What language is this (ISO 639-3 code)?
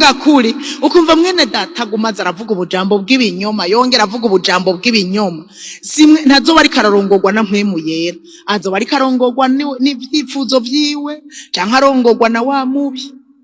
run